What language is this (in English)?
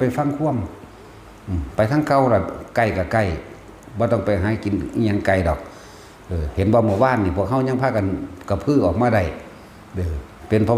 Northeastern Thai